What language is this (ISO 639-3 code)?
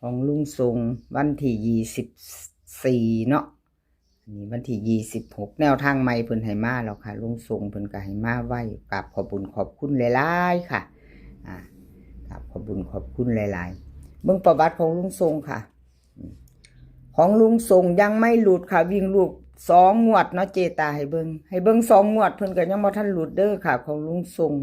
tts